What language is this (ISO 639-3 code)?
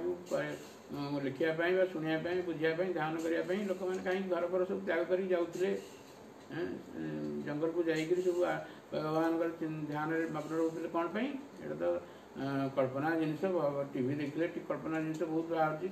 ori